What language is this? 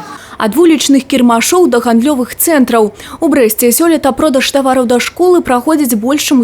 Belarusian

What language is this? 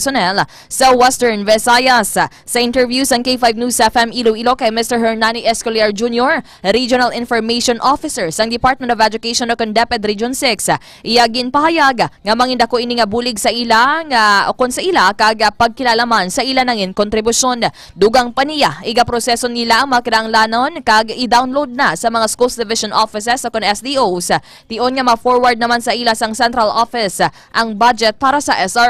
Hiligaynon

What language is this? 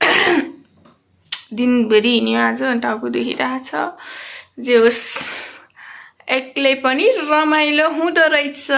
Nepali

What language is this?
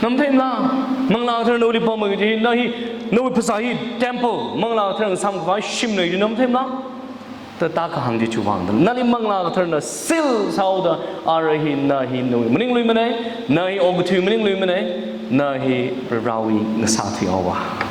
Tangkhul Naga (India)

